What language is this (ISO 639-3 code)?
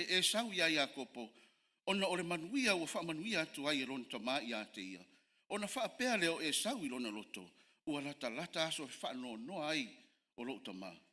smo